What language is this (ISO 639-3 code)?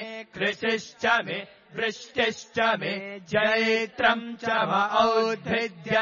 san